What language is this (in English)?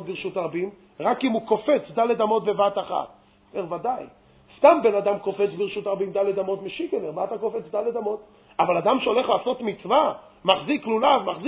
Hebrew